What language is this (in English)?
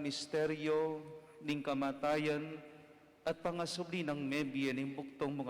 Pampanga